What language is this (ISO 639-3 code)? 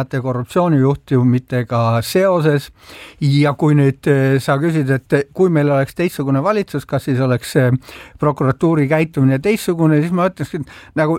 est